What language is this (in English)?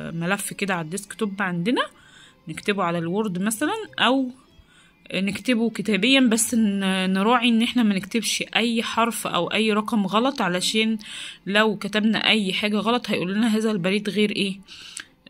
Egyptian Arabic